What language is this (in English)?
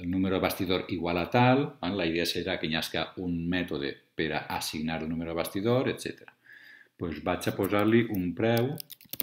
Catalan